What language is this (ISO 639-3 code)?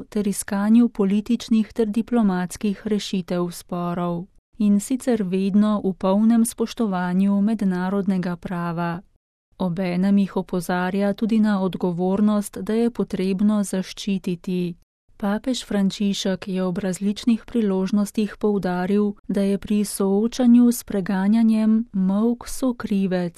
slv